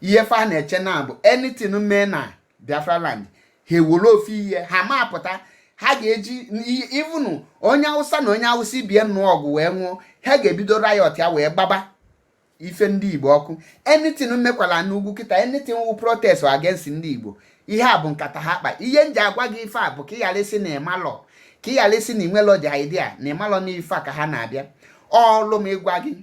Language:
Igbo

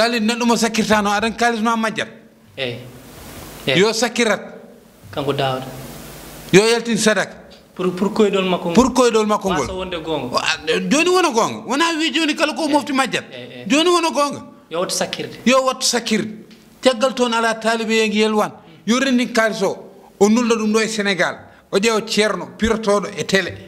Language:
Fula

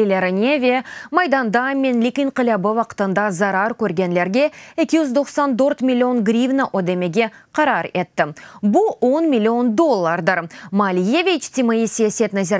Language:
Crimean Tatar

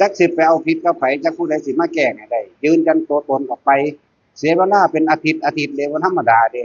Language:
Northeastern Thai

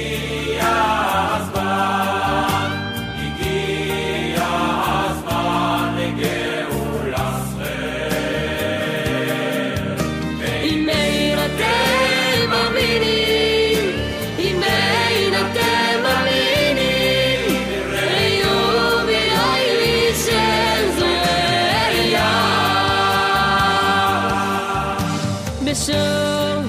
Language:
Hebrew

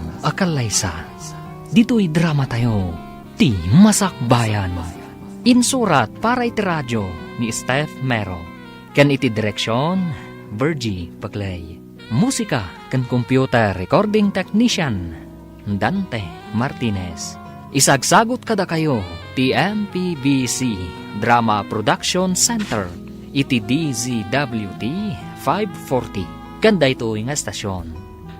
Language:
Iloko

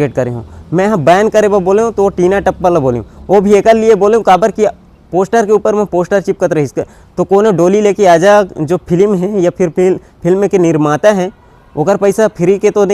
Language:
Chhattisgarhi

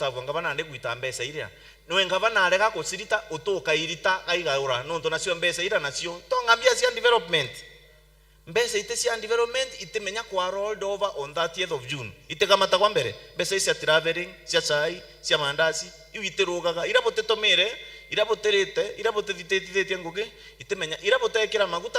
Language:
Meru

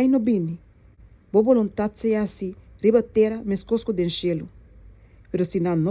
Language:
Papiamento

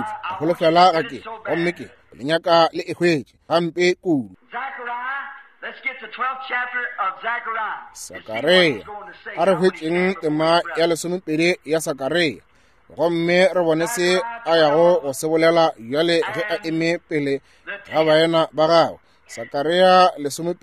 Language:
Northern Sotho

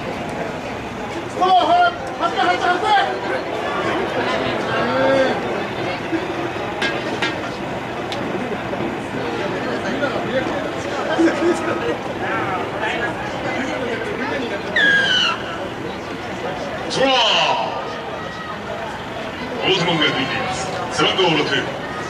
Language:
Japanese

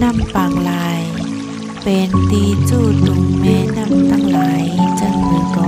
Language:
Shan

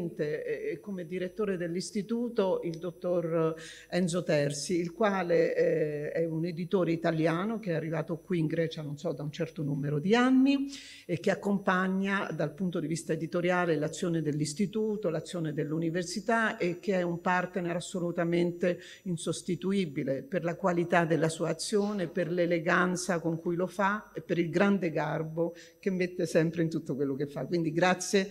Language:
Italian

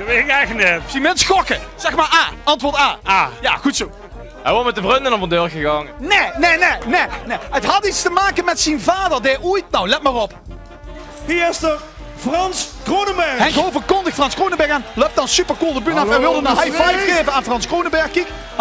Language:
Limburgish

